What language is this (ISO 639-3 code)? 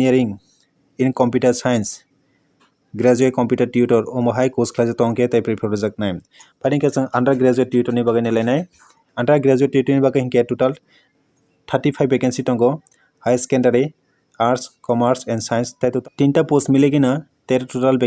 trp